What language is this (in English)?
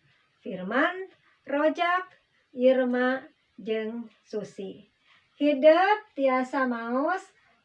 Sundanese